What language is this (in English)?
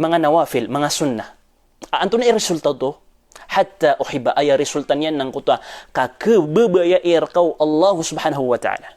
Maranao